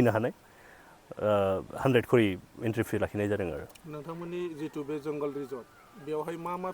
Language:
Bodo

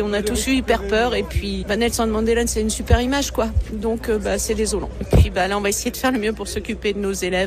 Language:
French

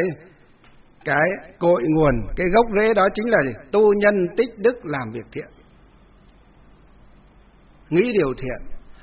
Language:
Vietnamese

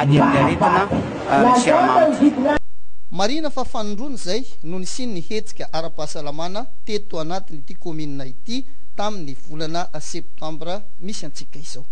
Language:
Malagasy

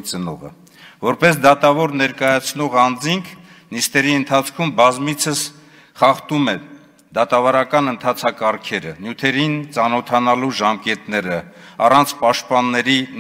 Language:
Armenian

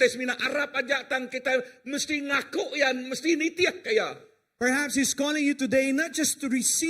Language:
Iban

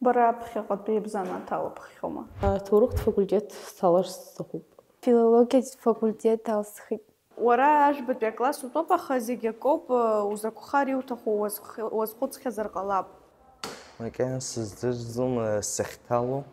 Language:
Abkhazian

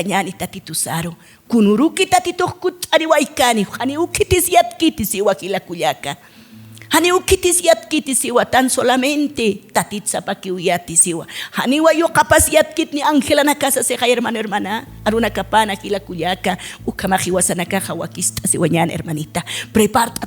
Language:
Aymara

